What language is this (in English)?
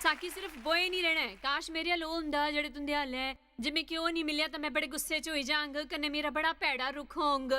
Dogri